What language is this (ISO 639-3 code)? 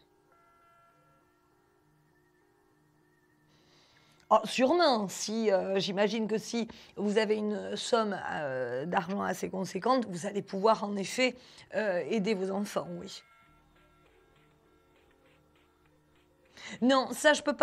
fra